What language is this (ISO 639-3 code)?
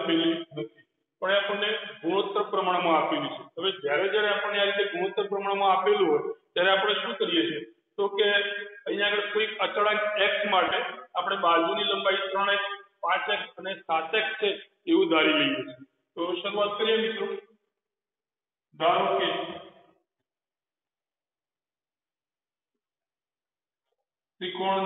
guj